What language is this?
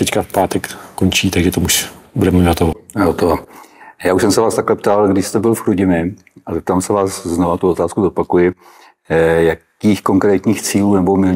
Czech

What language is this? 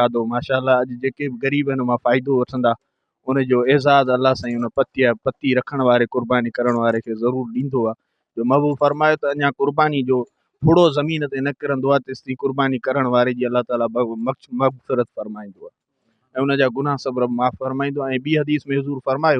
Sindhi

